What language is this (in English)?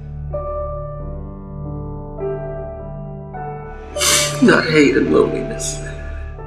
English